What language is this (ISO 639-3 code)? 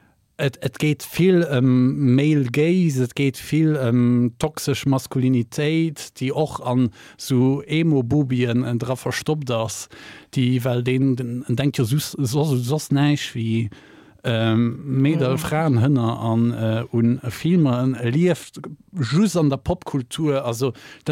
ltz